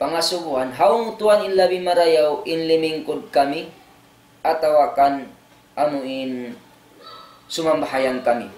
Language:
Tausug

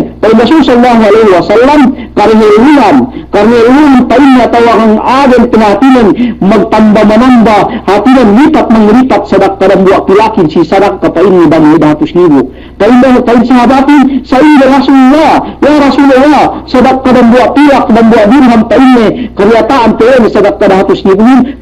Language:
Yakan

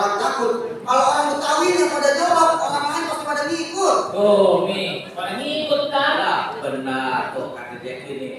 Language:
Betawi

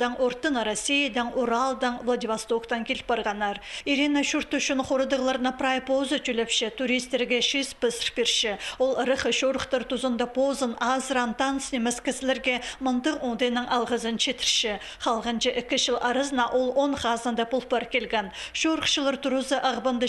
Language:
Khakas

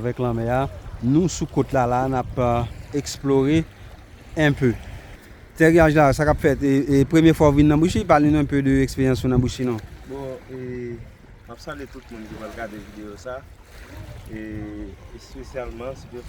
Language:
Haitian Creole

